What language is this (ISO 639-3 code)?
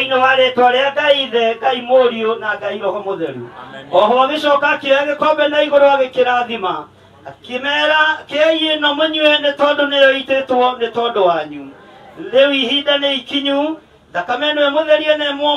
kik